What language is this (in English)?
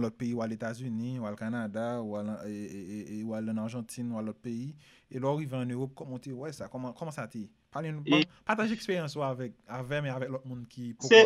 Haitian Creole